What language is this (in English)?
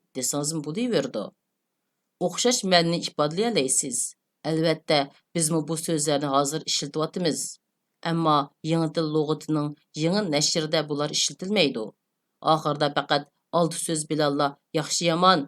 Uyghur